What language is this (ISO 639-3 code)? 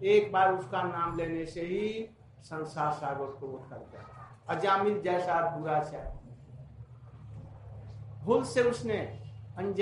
hin